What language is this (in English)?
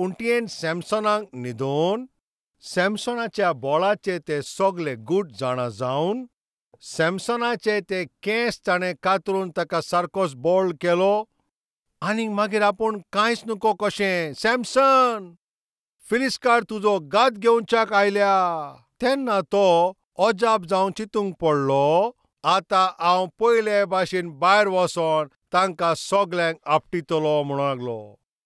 Konkani